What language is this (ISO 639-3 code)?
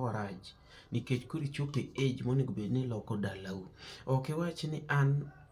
luo